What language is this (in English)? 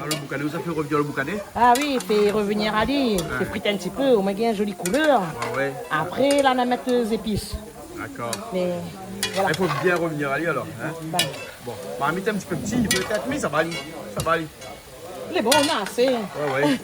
Réunion Creole French